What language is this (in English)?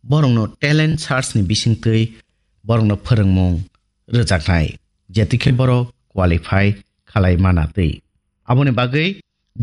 Kok Borok